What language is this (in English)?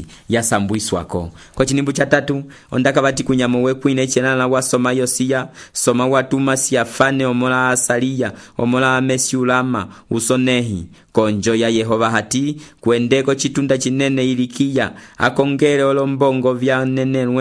Umbundu